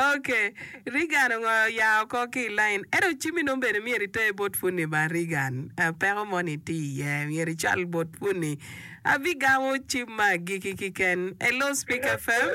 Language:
Acoli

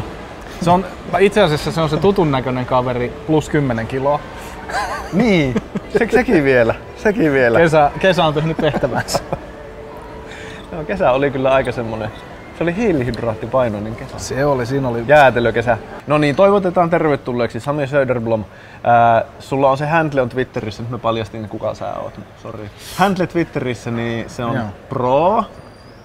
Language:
Finnish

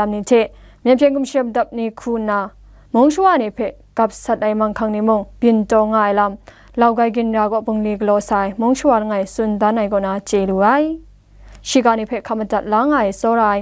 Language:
Kachin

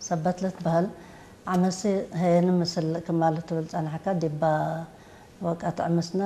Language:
Tigre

